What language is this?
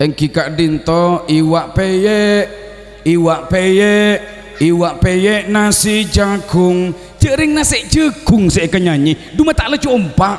Madurese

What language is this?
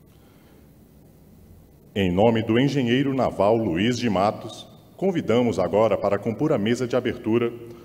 Portuguese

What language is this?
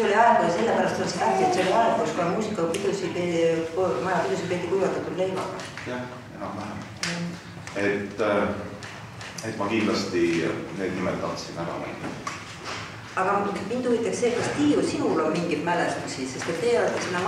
Estonian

